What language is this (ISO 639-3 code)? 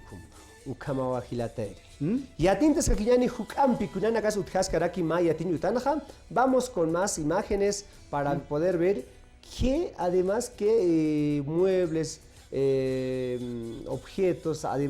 aym